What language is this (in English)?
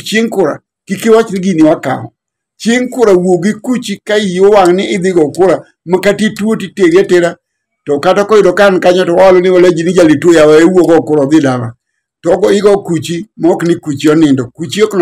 Luo (Kenya and Tanzania)